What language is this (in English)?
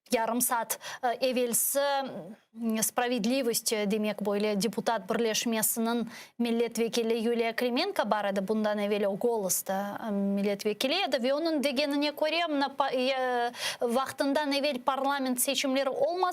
Crimean Tatar